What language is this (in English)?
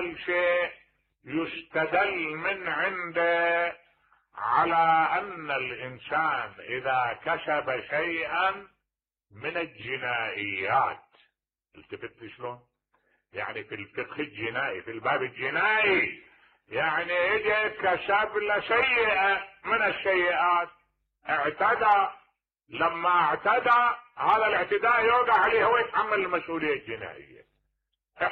Mesopotamian Arabic